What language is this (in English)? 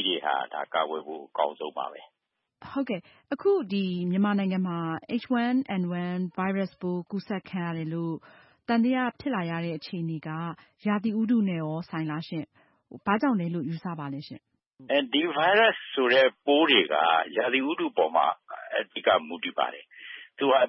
Burmese